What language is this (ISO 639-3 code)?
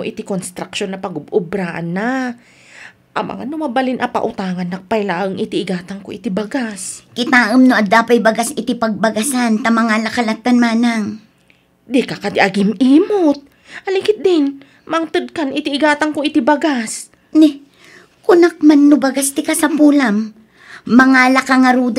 ilo